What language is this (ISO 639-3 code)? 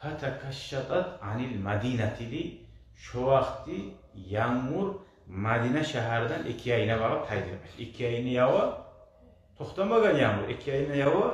kum